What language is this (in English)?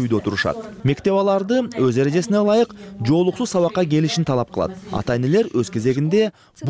Kyrgyz